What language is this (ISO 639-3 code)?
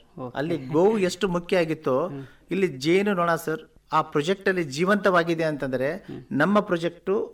kan